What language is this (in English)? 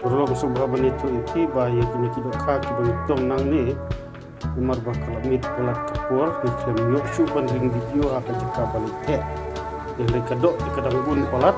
Khasi